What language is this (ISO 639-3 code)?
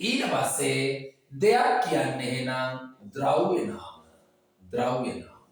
sin